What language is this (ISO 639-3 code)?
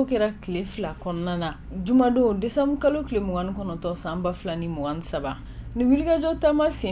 bam